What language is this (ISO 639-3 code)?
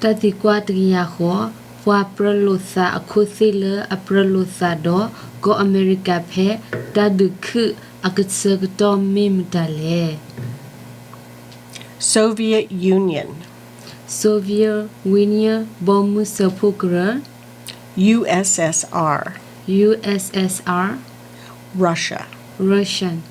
ksw